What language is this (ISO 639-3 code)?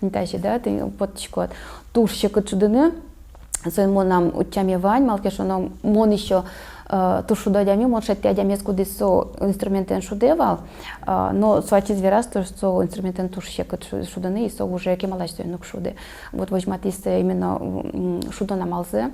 udm